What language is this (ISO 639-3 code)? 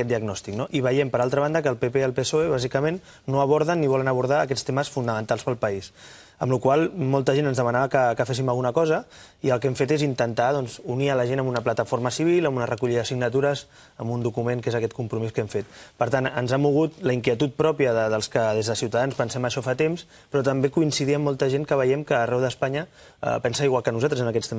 cat